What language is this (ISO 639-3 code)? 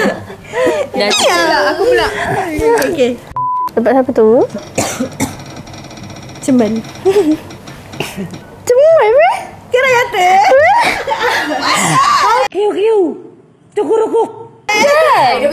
msa